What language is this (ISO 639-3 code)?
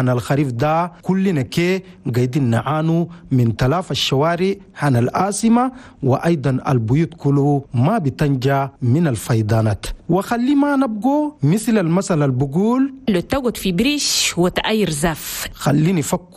shu